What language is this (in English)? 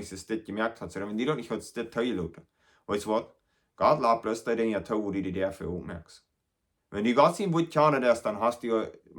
Plautdietsch